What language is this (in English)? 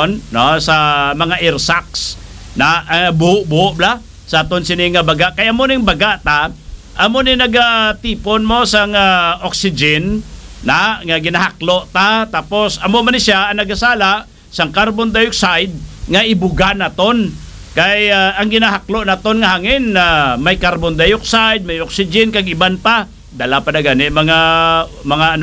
Hiligaynon